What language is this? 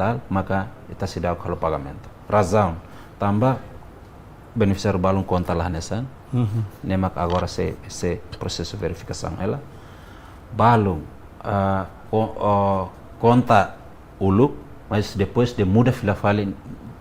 Tetum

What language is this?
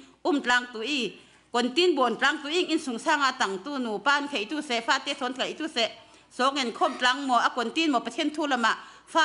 Falam Chin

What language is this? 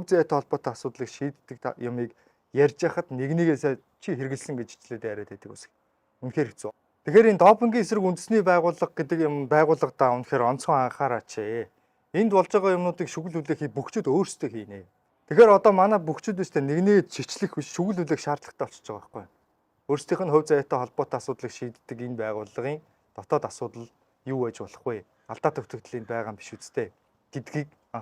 Mongolian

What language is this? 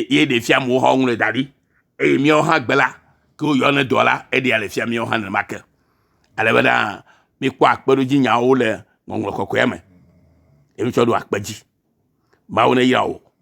Ewe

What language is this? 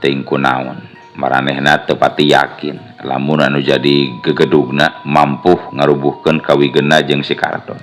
Sundanese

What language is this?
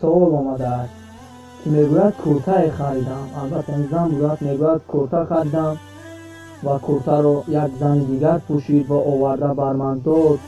Tajik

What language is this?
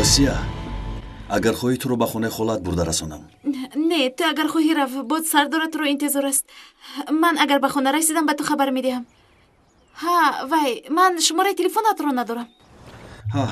Tajik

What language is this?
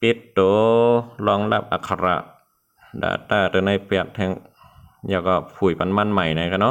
Shan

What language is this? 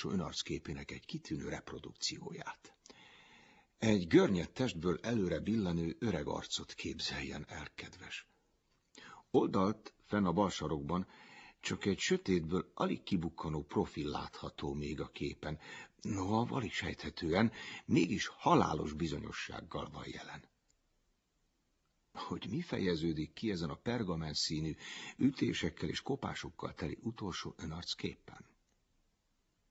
Hungarian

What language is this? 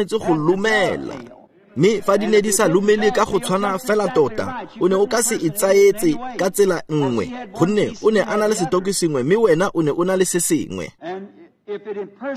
Tswana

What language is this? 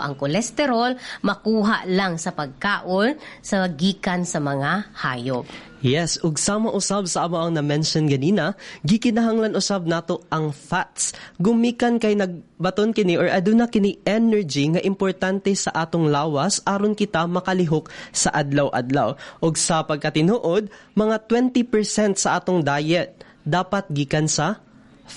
Cebuano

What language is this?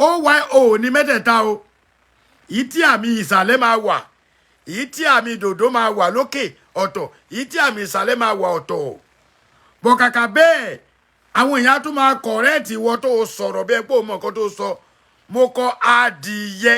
Yoruba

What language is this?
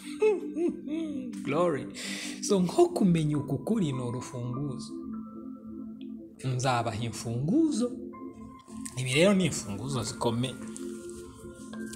Kinyarwanda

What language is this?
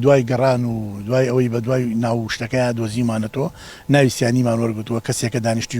Central Kurdish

